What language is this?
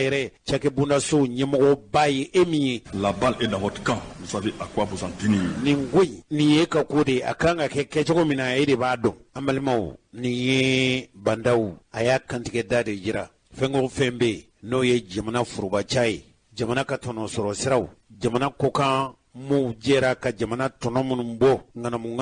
Bambara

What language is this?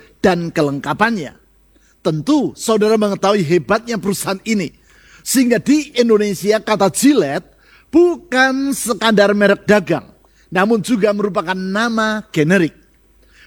Indonesian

